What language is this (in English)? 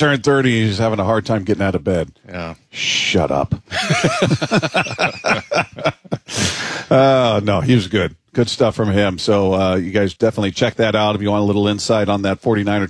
English